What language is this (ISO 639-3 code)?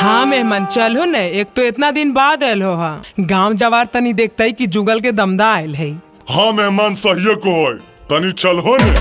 mag